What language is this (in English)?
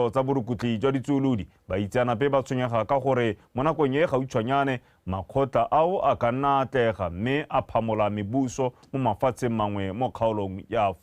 Tswana